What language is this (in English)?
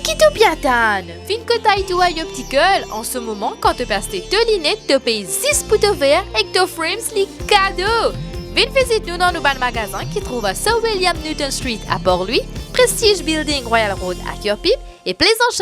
Morisyen